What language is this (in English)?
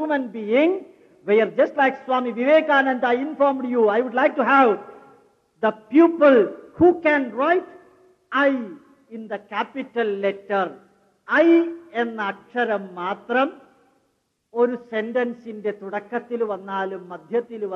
Malayalam